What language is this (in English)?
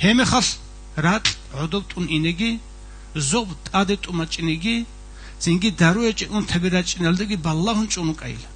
Avaric